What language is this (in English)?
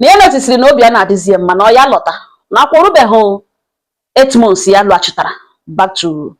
Igbo